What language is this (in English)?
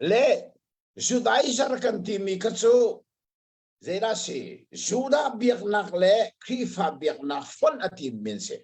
Hakha Chin